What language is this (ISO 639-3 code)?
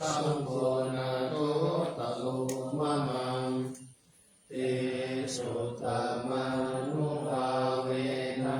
pli